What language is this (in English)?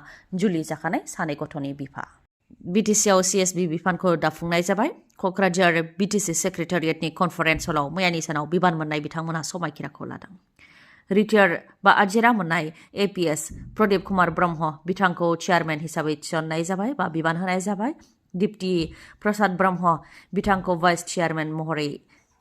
Bodo